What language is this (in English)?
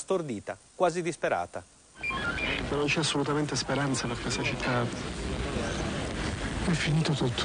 Italian